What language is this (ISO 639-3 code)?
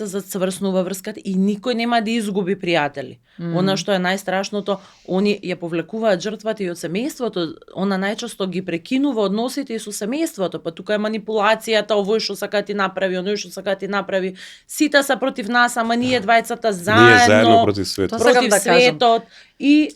mkd